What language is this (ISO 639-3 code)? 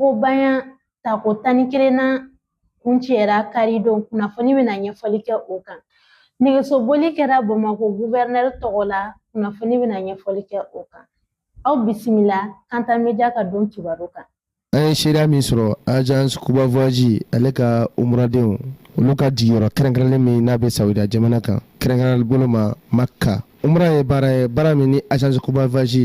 bam